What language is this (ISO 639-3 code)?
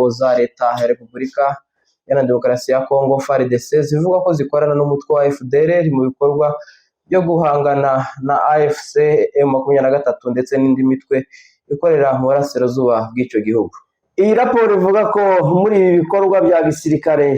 kin